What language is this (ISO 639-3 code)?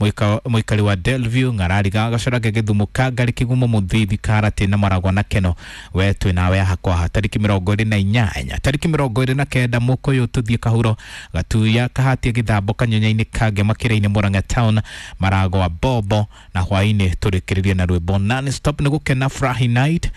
kik